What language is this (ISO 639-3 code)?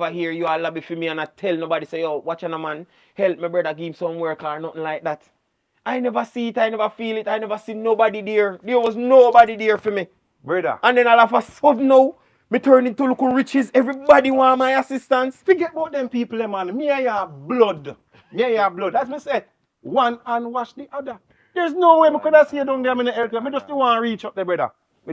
jam